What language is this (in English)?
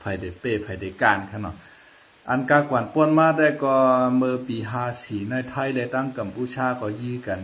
Shan